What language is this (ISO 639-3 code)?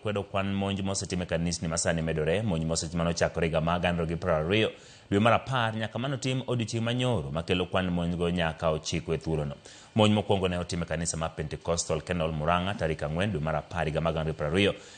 luo